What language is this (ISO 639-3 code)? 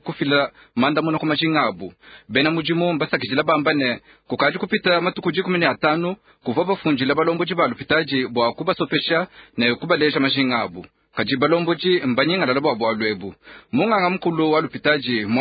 lua